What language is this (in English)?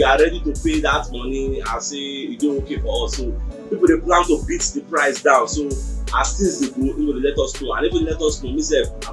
Nigerian Pidgin